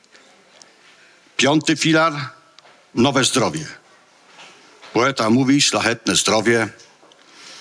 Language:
Polish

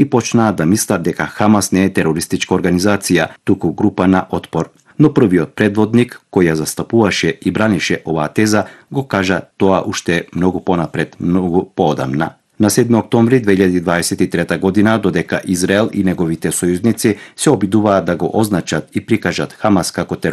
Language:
Macedonian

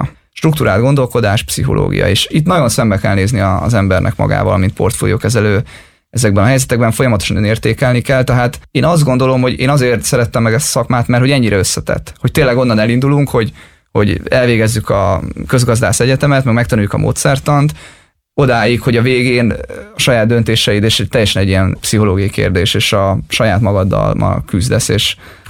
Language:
Hungarian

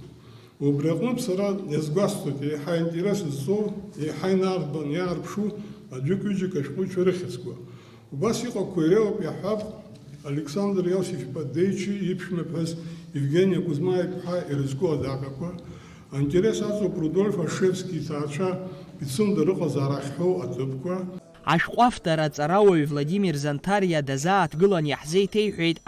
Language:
Abkhazian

